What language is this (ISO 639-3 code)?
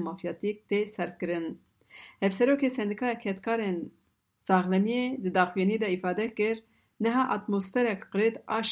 kur